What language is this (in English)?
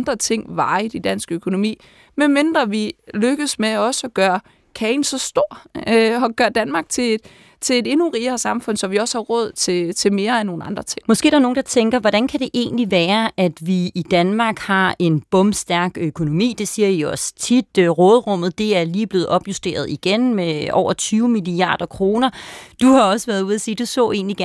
Danish